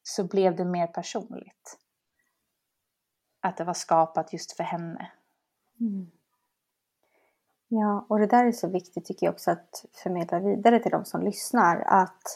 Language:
Swedish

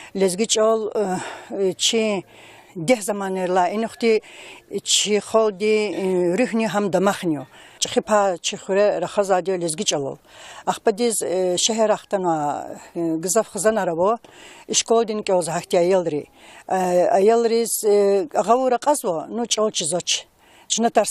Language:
Lezghian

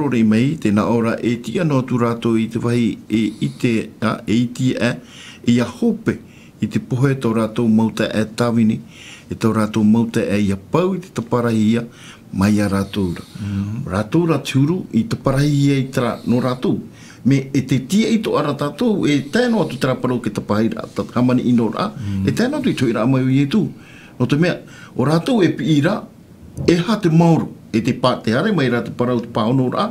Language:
Tahitian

